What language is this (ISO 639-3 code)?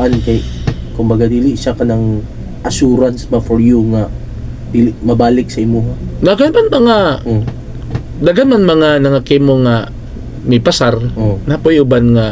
ceb